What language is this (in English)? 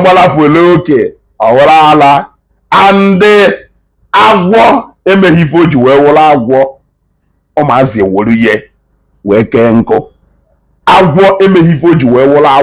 Igbo